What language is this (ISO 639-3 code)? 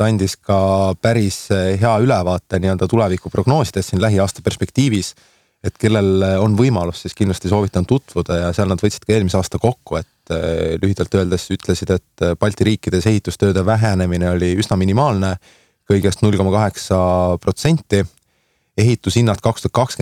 est